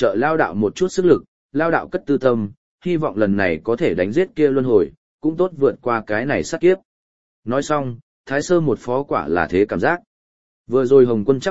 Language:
Vietnamese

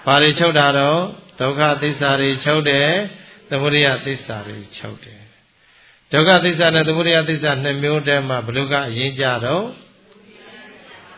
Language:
Burmese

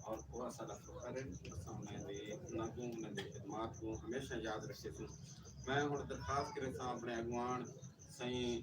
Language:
Saraiki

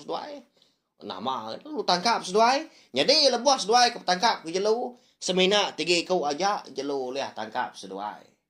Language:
Iban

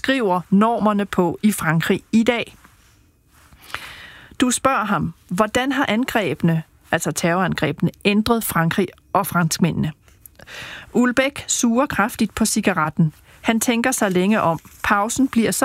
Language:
Danish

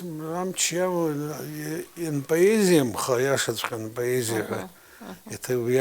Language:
Abkhazian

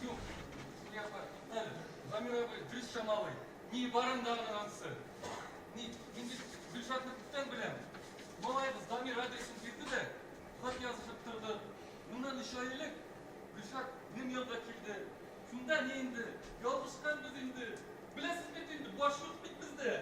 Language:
Tatar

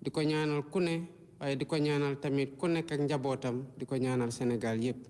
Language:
Wolof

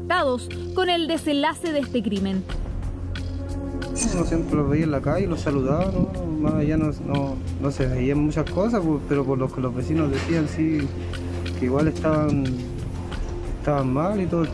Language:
Spanish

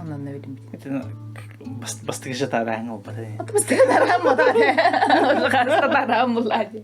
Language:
Yakut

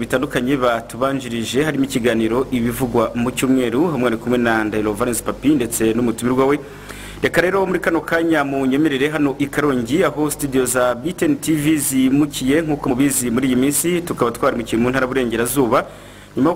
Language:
Kinyarwanda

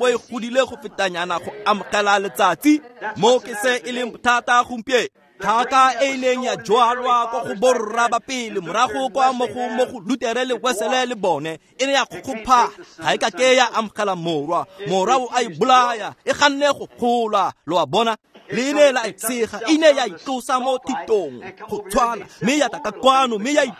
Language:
Tswana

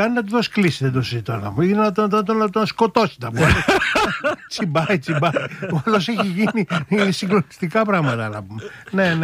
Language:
Greek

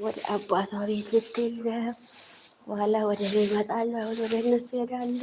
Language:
Amharic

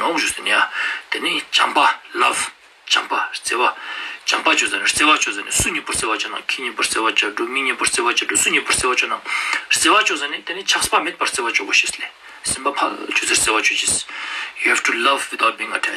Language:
Ladakhi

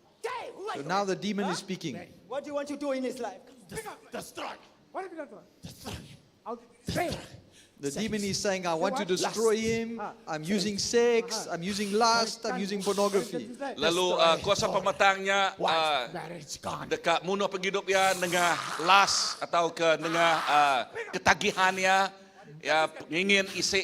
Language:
Iban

